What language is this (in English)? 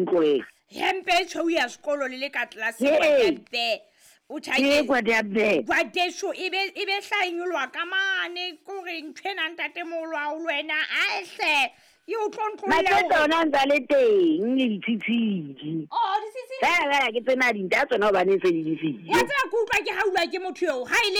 Southern Sotho